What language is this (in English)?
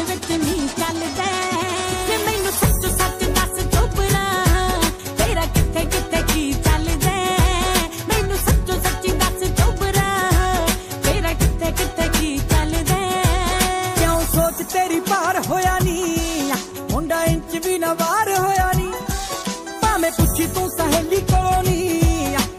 Punjabi